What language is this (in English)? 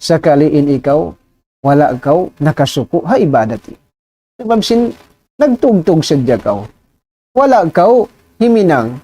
Tausug